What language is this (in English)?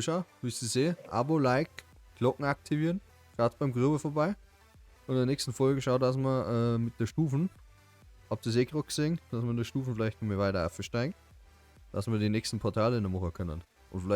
Bavarian